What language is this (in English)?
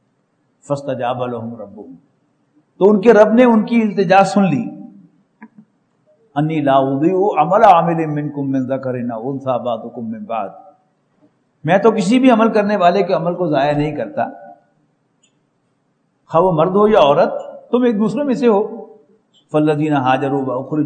Urdu